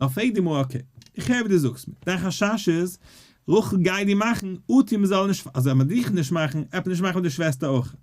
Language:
Yiddish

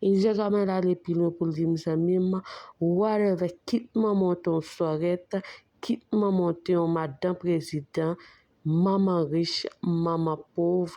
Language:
Haitian Creole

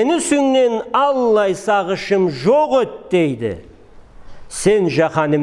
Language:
Karachay-Balkar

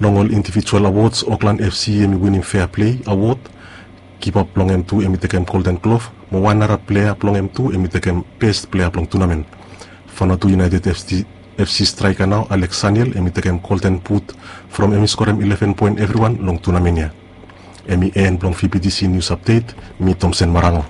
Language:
Bislama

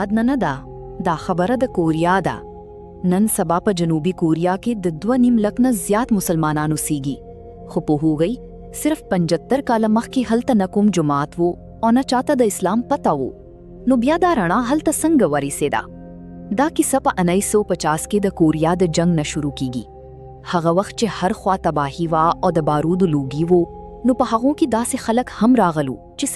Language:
Pashto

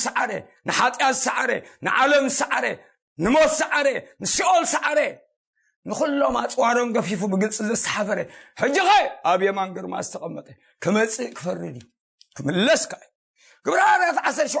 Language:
Tigrinya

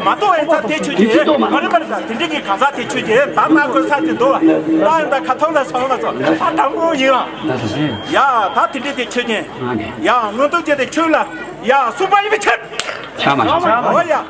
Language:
Tibetan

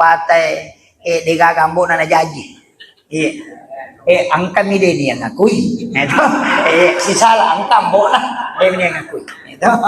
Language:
Buginese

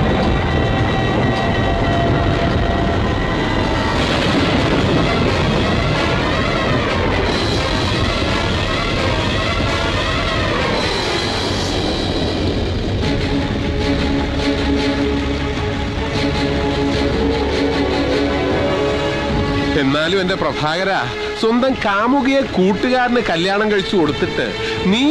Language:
Malayalam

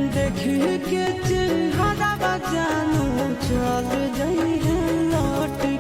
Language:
Magahi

